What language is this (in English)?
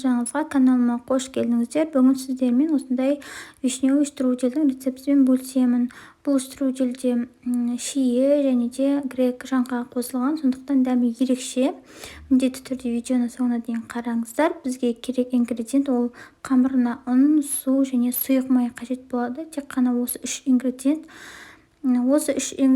Kazakh